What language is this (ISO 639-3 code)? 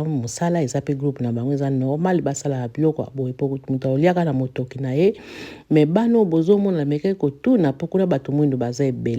lin